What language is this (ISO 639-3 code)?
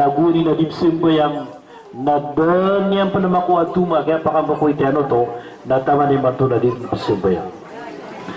mrw